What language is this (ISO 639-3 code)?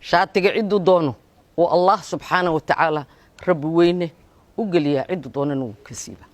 som